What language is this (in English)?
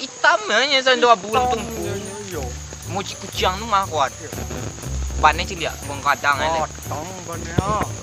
Minangkabau